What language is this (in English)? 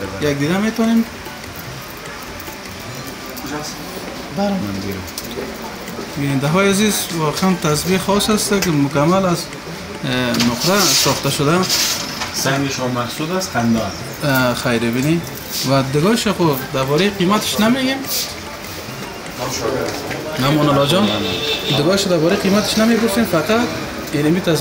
Persian